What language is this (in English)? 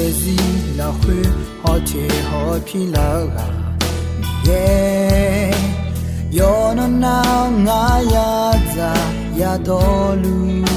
Akha